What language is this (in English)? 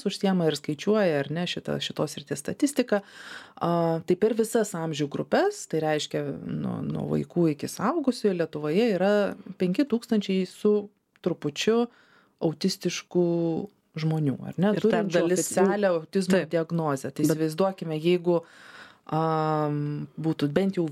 Lithuanian